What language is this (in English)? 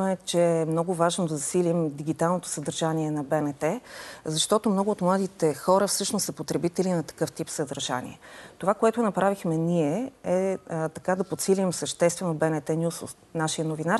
Bulgarian